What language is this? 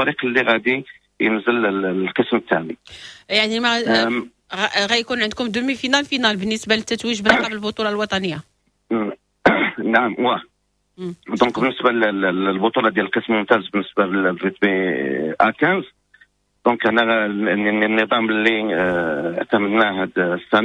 Moroccan Arabic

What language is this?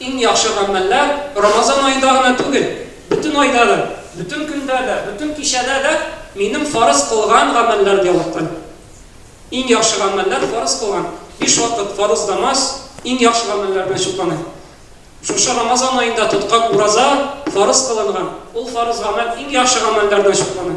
Tatar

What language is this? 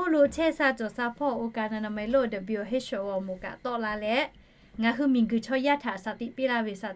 Lahu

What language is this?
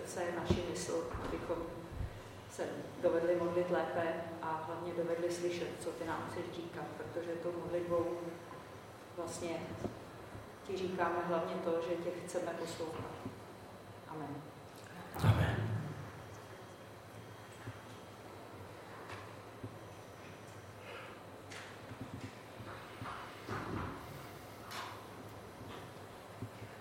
Czech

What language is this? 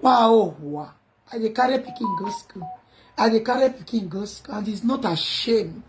Nigerian Pidgin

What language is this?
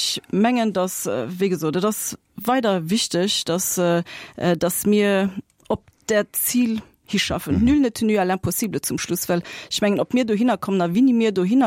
Luxembourgish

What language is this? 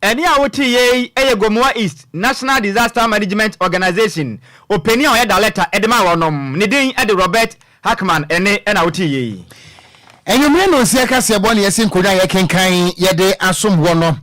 Akan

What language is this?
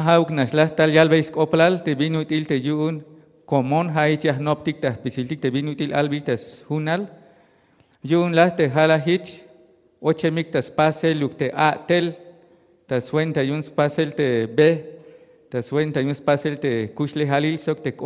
Tzeltal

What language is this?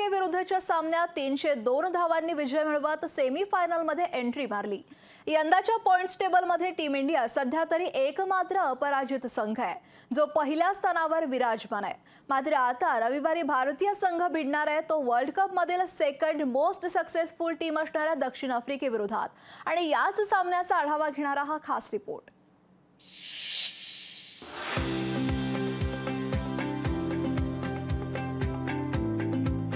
Marathi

